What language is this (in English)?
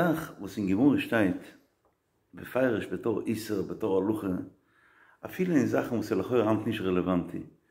Yiddish